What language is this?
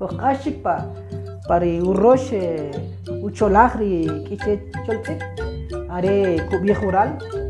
Kʼicheʼ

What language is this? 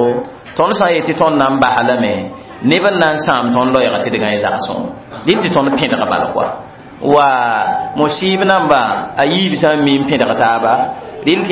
Mossi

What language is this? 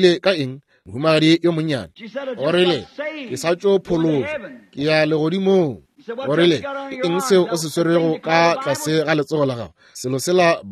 Northern Sotho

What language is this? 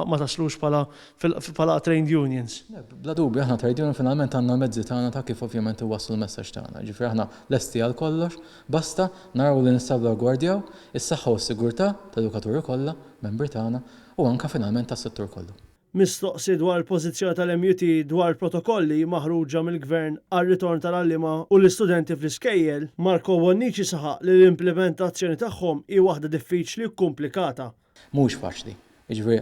Maltese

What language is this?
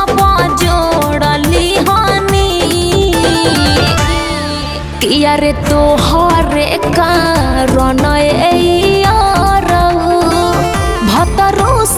Bhojpuri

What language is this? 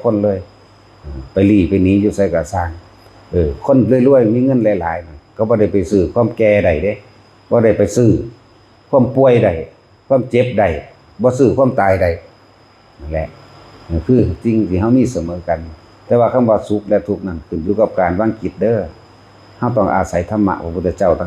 Northeastern Thai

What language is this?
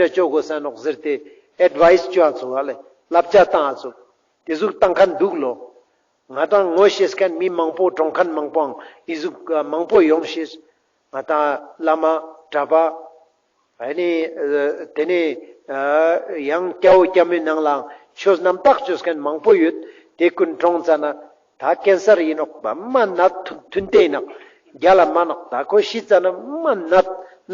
Ladakhi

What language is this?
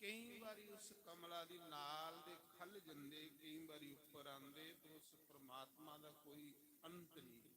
Dogri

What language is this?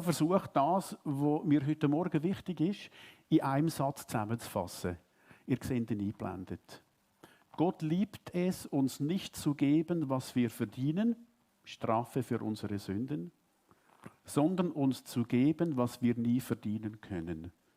Swiss German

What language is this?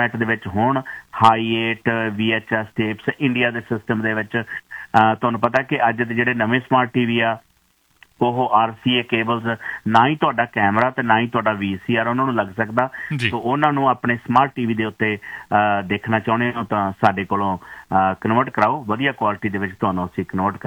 Punjabi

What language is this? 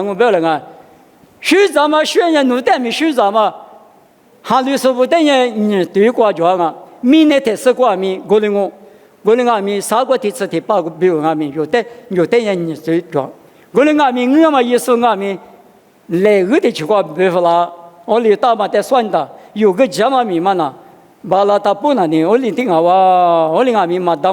Lisu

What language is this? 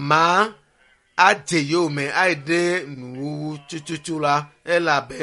Ewe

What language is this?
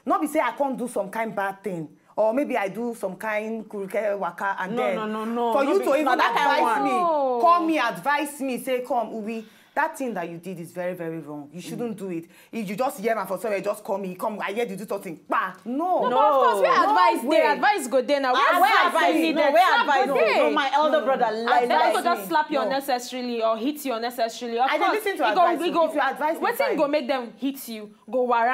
Nigerian Pidgin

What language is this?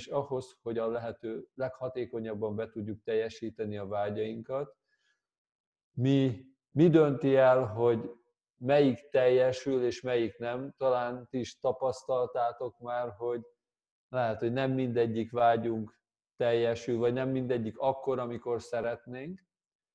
Hungarian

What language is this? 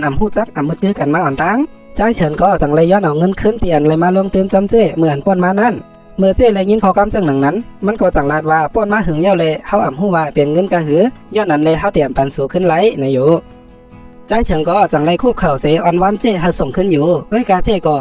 Shan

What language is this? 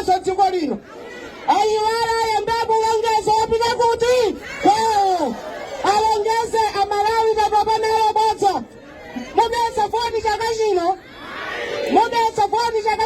Nyanja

